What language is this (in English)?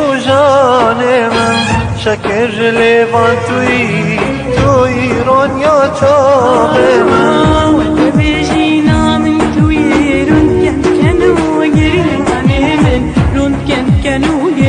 Kurdish